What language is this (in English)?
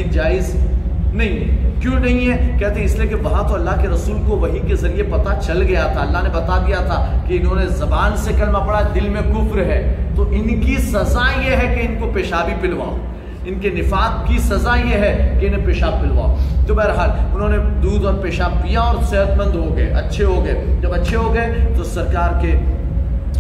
Urdu